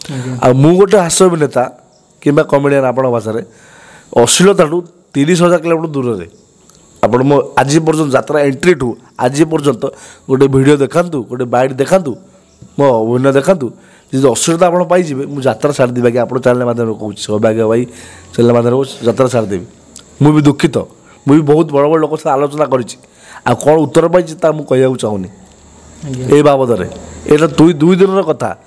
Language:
Odia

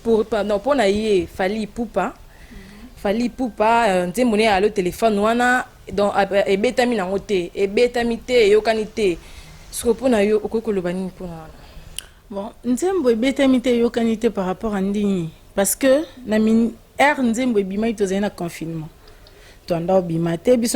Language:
Lingala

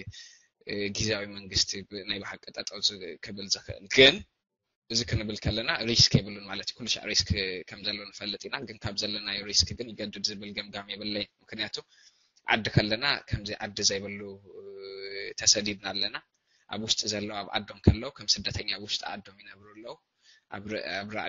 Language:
Tigrinya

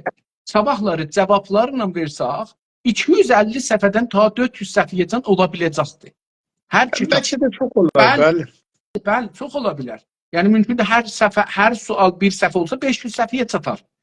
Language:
South Azerbaijani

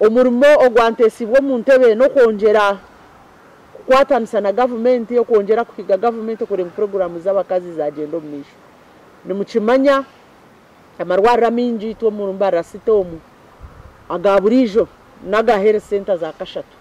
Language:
Nyankole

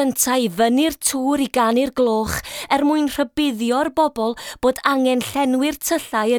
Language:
Welsh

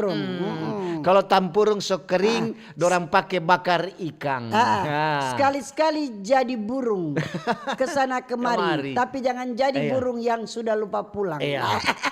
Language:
Manado Malay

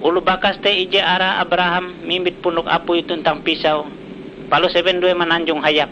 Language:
Ngaju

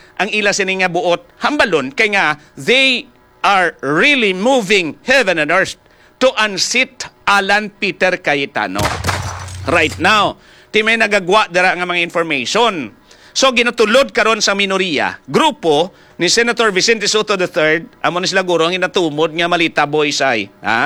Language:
Hiligaynon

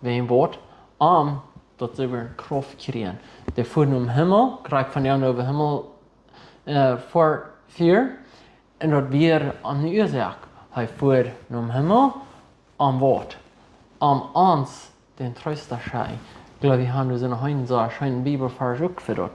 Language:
Plautdietsch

